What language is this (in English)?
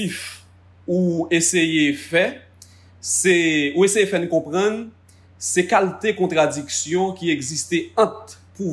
Haitian Creole